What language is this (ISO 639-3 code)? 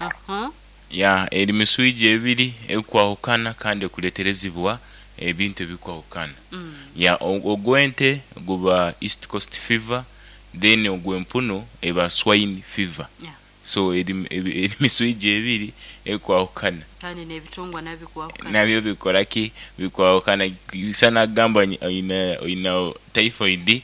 nyo